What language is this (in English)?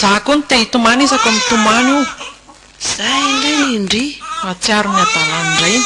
Malagasy